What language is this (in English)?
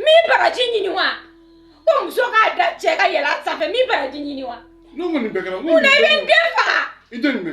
Bambara